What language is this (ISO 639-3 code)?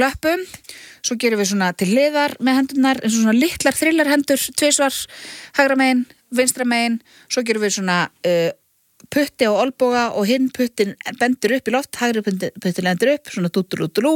isl